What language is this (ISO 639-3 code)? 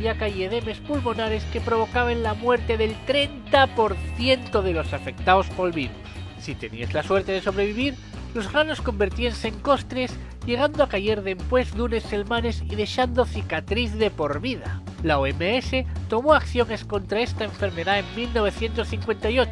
ast